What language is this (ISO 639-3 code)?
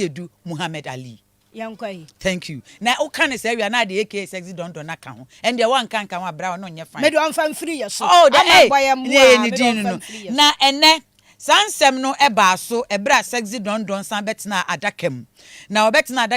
aka